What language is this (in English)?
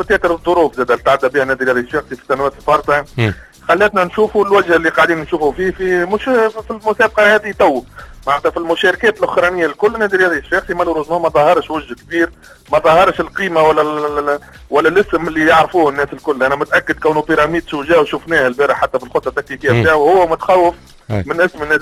Tunisian Arabic